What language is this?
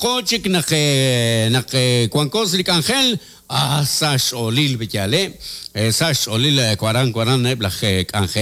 Kekchí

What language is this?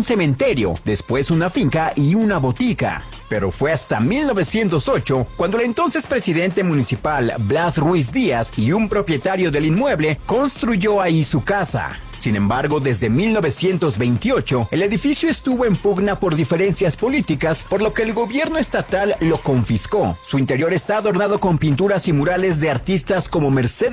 Spanish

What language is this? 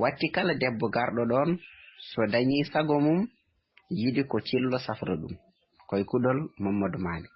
Fula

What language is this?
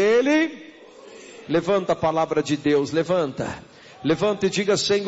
Portuguese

